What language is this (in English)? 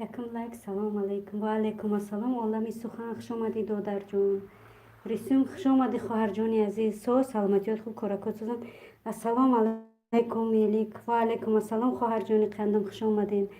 Tajik